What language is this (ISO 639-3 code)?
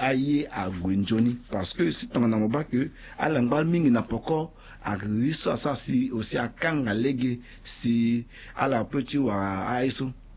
sag